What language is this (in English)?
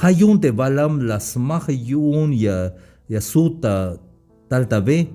Tzeltal